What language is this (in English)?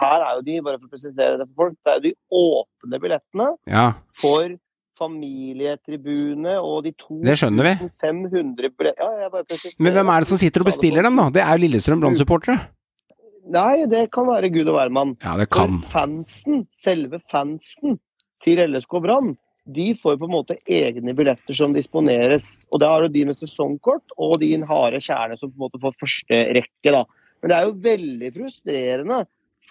Norwegian